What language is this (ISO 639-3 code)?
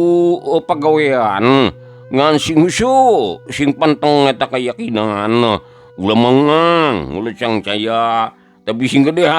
sun